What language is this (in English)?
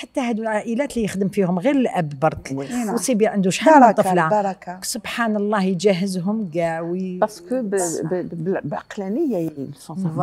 Algerian Arabic